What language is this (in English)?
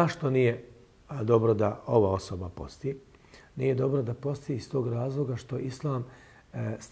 Bosnian